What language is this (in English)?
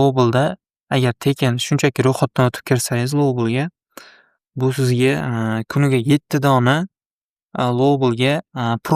Uzbek